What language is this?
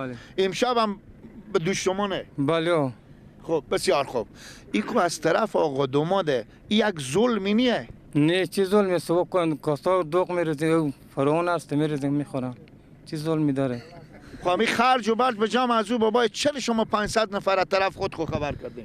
Persian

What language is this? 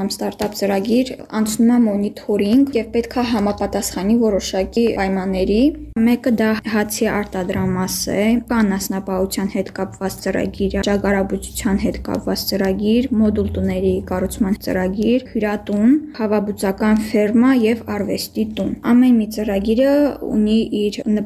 Armenian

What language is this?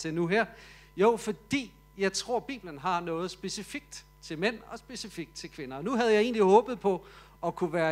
Danish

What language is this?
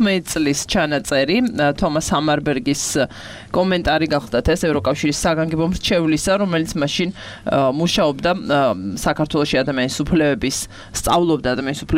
Georgian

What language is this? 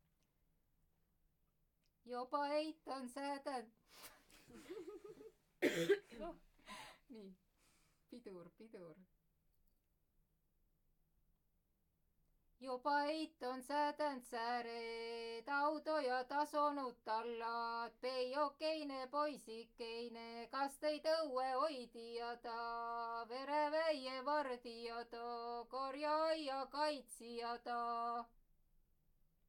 Estonian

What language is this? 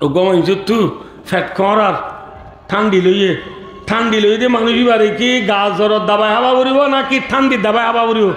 Rohingya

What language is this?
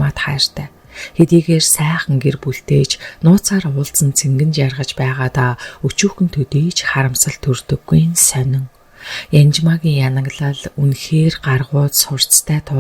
Mongolian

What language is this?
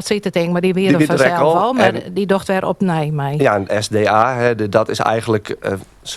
Western Frisian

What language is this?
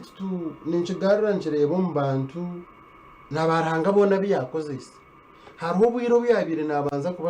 Nyankole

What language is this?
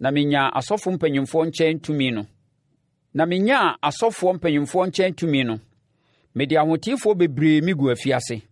Akan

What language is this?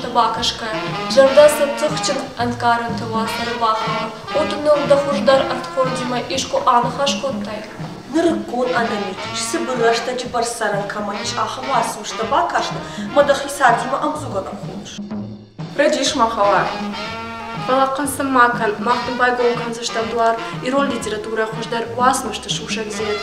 Ossetic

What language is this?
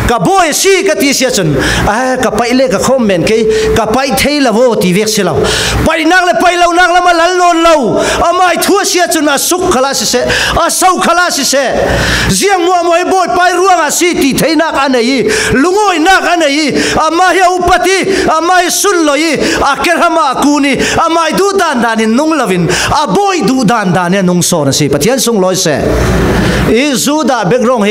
Falam Chin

